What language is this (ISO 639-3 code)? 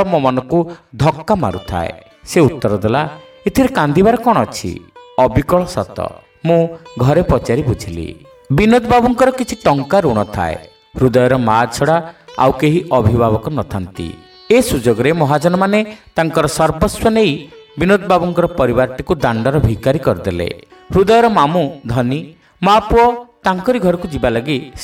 ori